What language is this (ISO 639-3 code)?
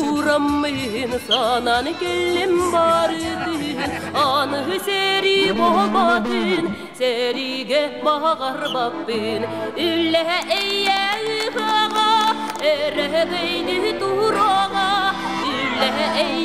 sah